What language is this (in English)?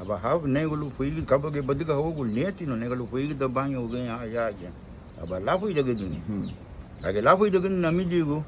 Garifuna